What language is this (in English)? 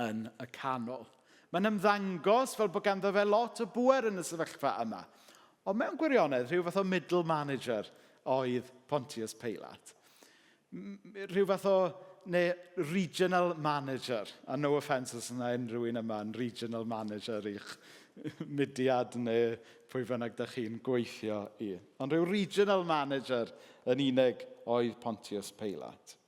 Welsh